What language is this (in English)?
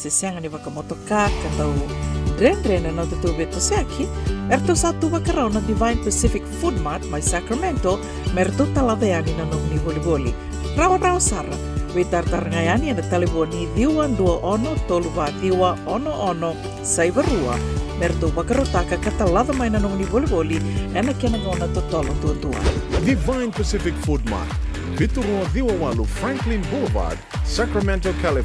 Fijian